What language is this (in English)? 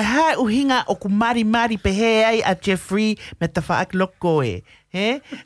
Tongan